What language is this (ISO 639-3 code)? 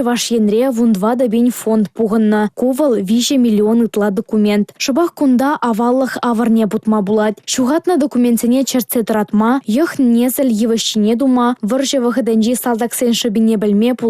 chv